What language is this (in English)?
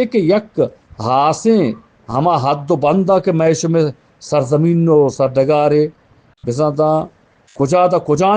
Eastern Balochi